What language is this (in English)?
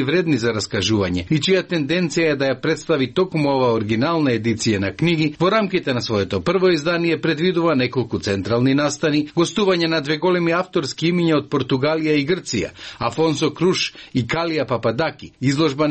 Macedonian